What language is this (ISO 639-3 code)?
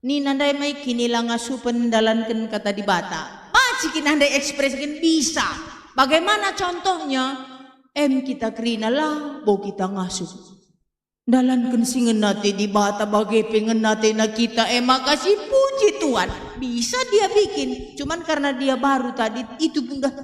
btx